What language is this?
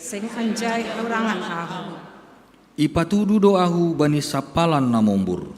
Batak Simalungun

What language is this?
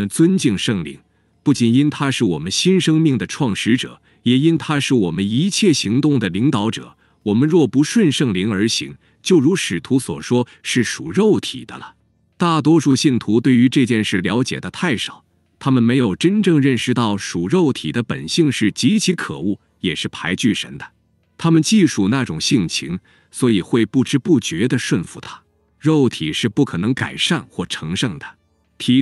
Chinese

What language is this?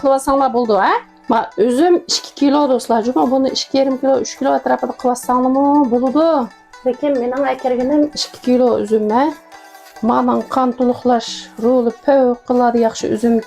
Uyghur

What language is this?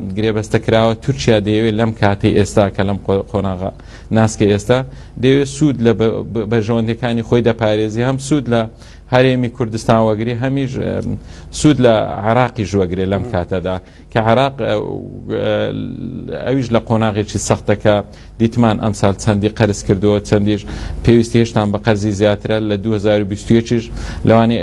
Central Kurdish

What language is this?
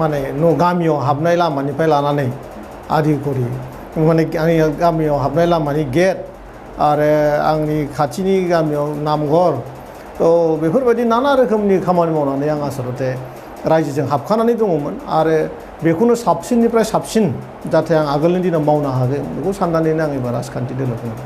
Bodo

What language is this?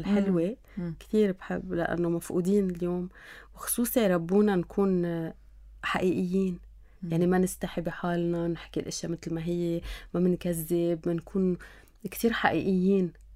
North Levantine Arabic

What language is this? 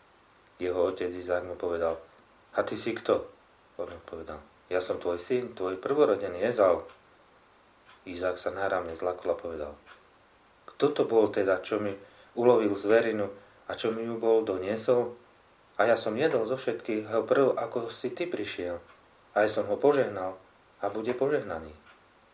Slovak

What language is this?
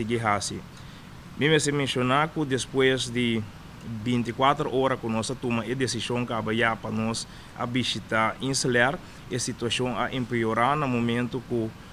Papiamento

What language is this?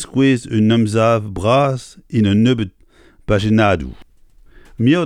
Breton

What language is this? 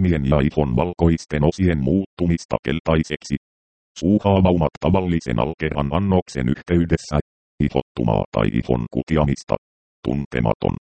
Finnish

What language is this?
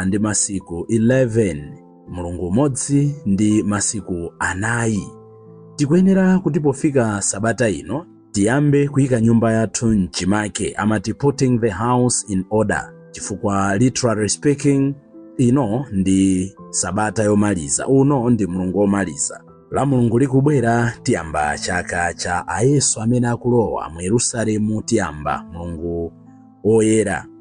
Nyanja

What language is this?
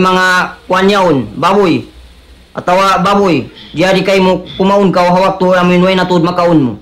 Tausug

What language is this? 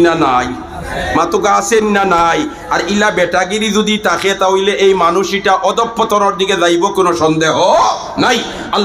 Sylheti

